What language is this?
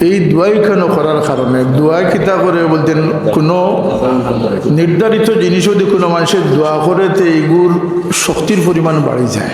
Sylheti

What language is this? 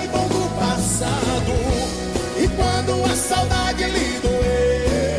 Portuguese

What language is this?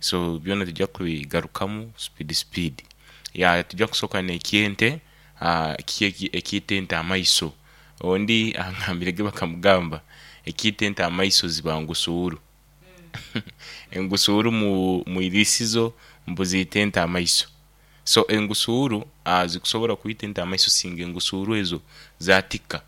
Nyoro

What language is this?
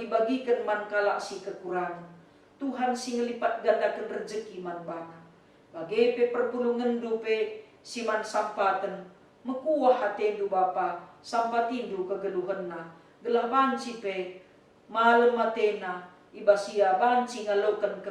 Batak Karo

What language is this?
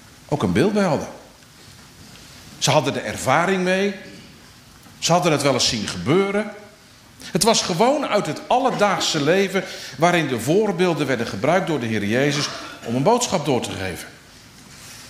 Dutch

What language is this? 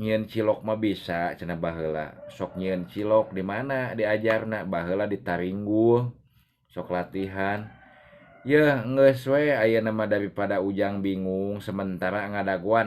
Sundanese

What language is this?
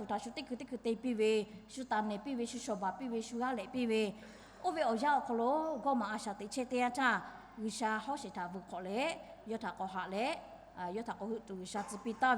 Lahu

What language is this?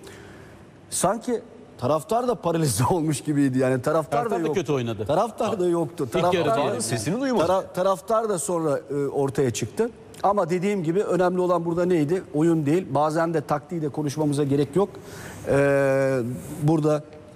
Turkish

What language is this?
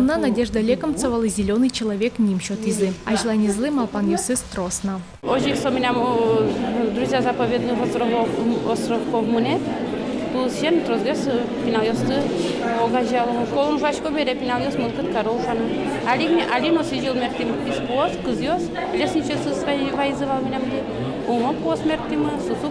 Udmurt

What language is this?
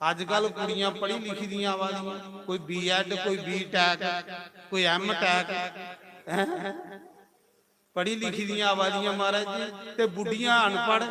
Dogri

